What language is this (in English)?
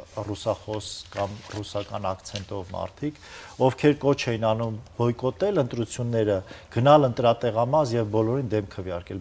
Armenian